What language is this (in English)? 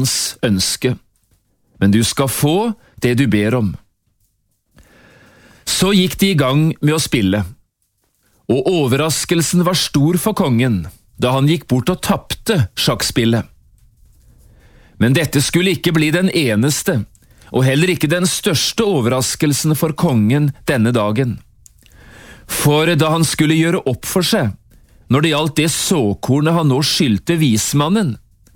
Norwegian